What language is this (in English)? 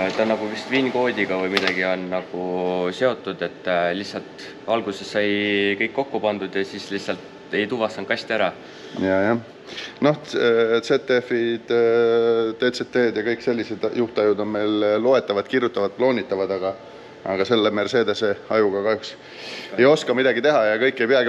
Estonian